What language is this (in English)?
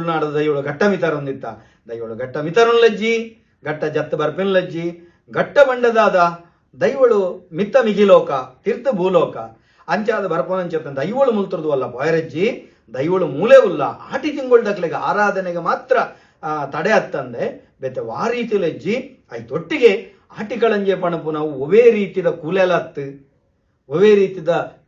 Tulu